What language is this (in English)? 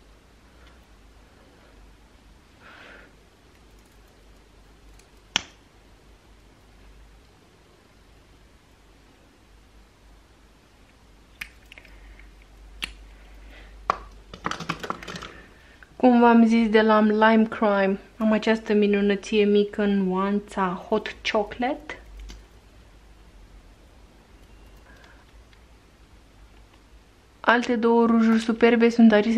Romanian